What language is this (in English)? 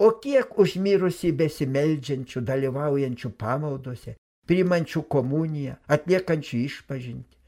Lithuanian